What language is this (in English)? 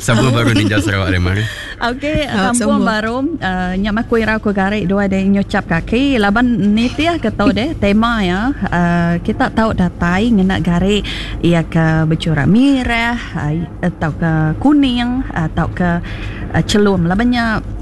Iban